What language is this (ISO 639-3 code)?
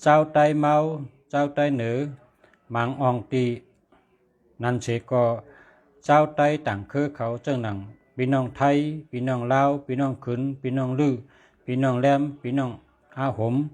shn